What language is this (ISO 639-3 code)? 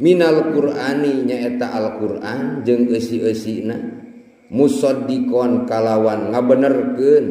sun